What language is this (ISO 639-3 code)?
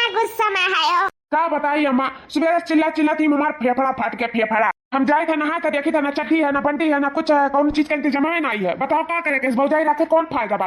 awa